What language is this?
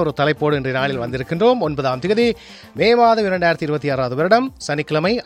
Tamil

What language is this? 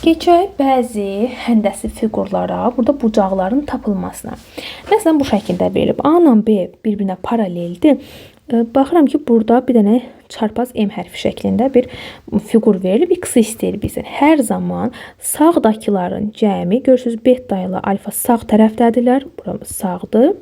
Azerbaijani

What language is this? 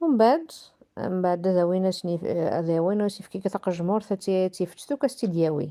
Kabyle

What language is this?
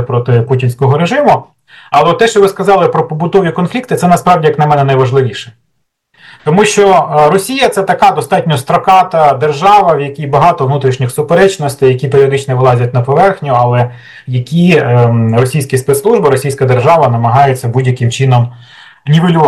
Ukrainian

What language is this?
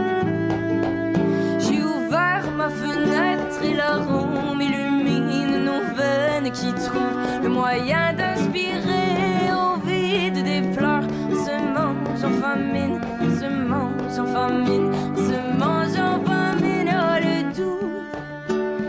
French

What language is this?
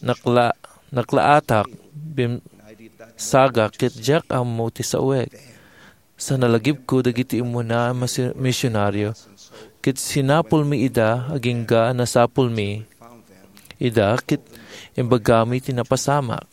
Iloko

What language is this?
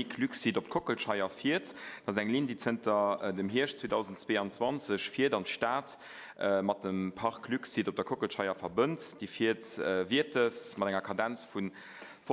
Luxembourgish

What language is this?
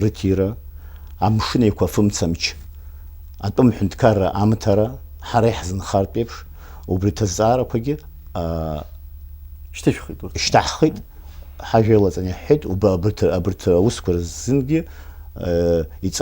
Abkhazian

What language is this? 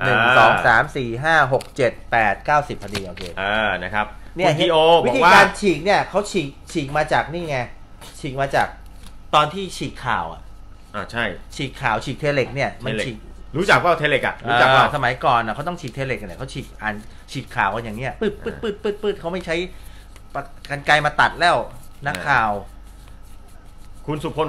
Thai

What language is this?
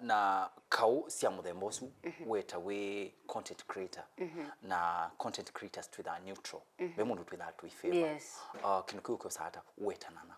Kamba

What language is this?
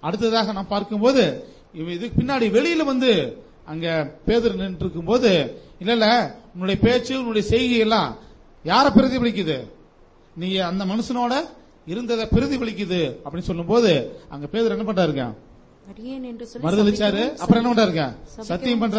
Tamil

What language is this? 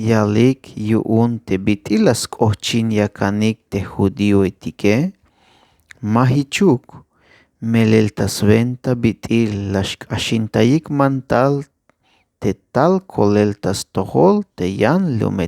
Tzeltal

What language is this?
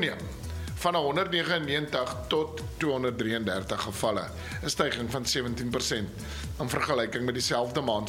Afrikaans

